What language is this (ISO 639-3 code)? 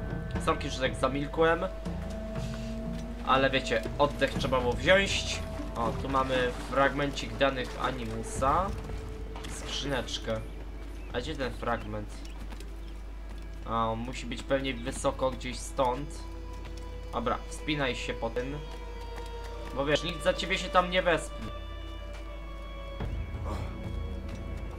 pol